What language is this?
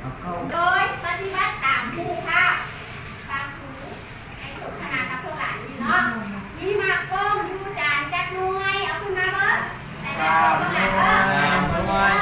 Lao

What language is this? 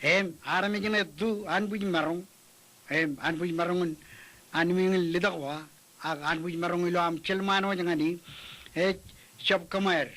Marshallese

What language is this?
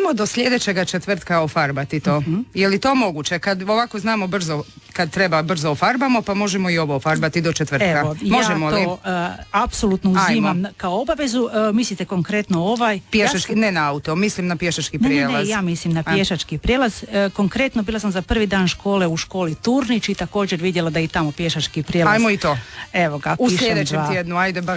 Croatian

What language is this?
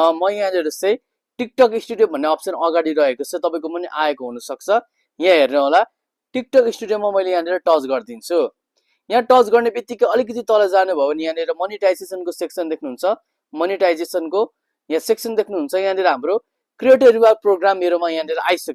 Nepali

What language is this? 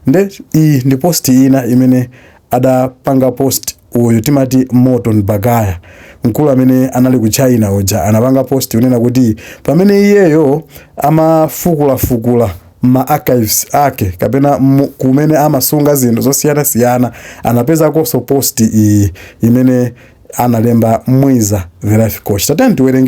Nyanja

